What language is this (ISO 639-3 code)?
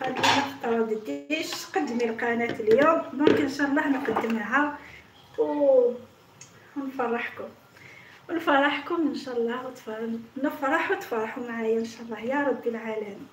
arq